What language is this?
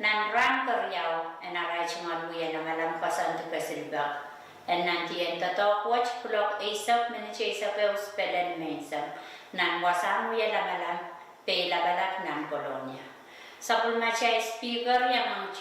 Pohnpeian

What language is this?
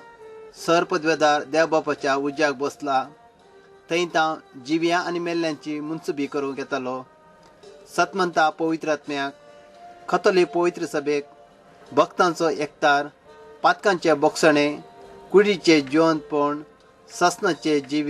Konkani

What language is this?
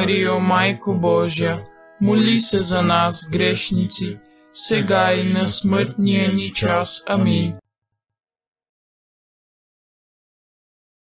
Bulgarian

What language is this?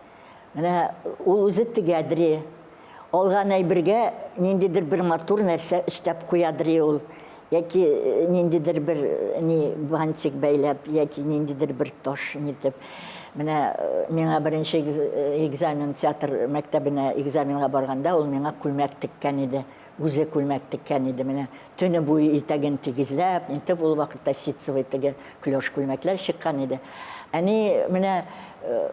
Tatar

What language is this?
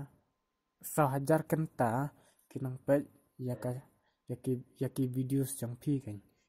Khasi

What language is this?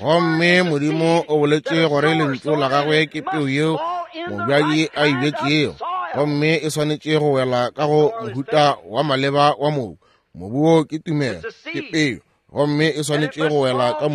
Northern Sotho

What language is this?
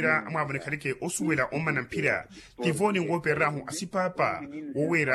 Makhuwa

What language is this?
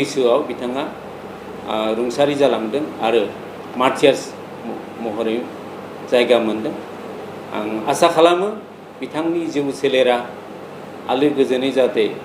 Bodo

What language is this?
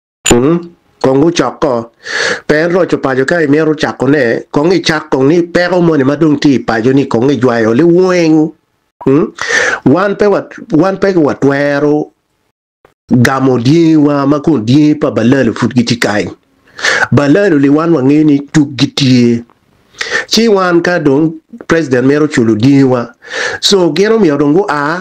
Acoli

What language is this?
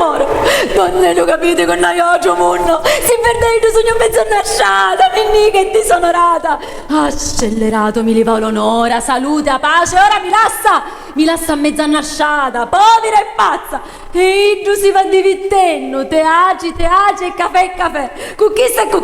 Sicilian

